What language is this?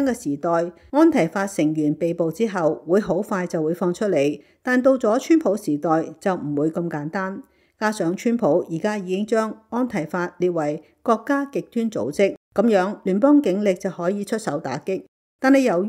Cantonese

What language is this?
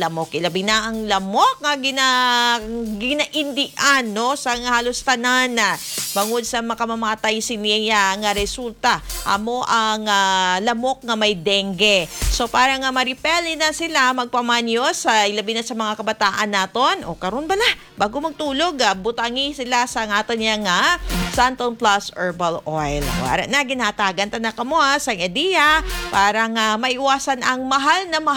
Hiligaynon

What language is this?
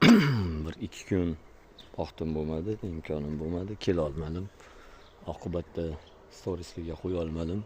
Uzbek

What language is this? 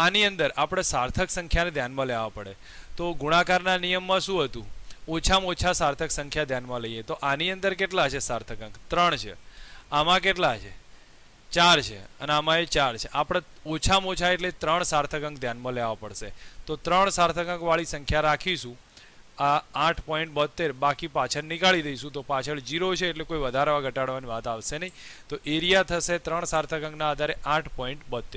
Gujarati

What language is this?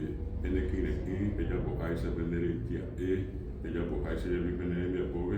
Guarani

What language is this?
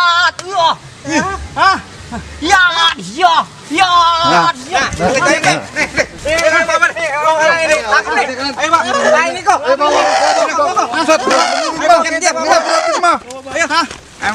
Betawi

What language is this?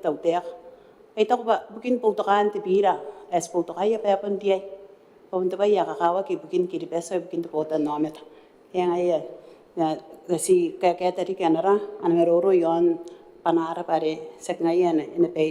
Gilbertese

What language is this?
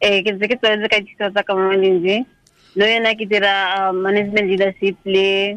Tswana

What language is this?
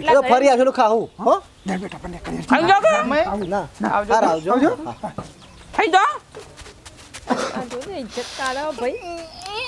Gujarati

